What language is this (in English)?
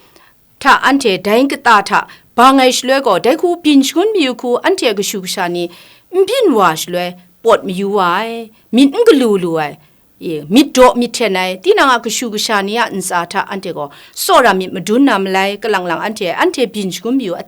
Kachin